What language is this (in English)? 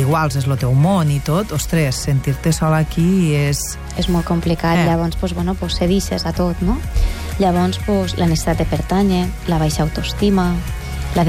Catalan